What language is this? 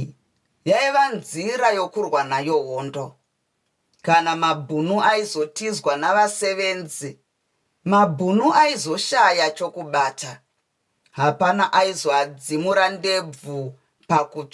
Shona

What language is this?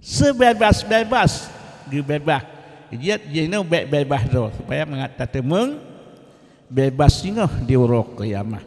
Achinese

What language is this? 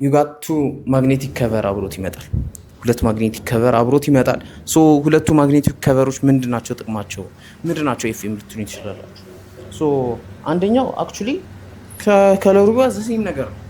Amharic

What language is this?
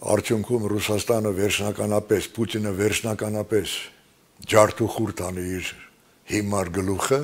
Armenian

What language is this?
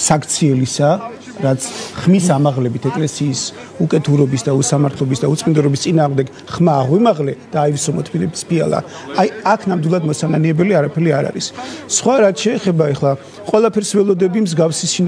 Georgian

